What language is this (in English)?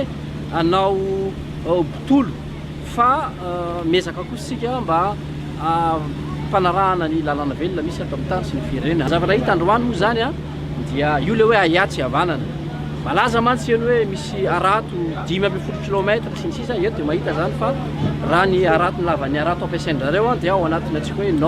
Malagasy